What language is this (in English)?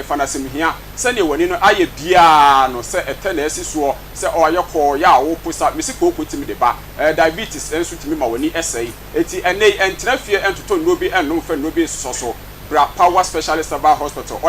Akan